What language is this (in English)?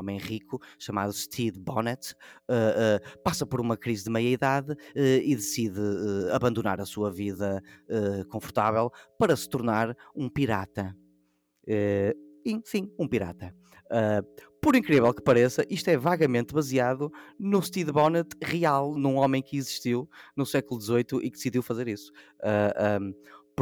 Portuguese